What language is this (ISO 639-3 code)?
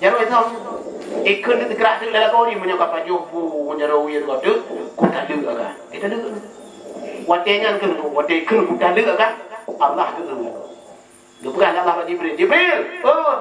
ace